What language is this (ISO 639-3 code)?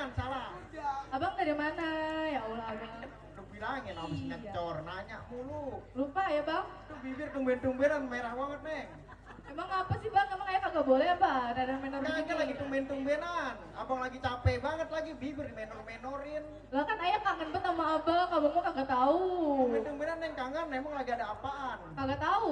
bew